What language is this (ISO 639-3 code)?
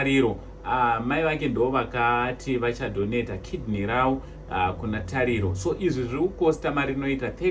sna